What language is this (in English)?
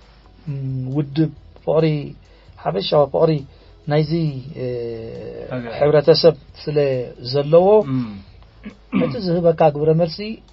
Tigrinya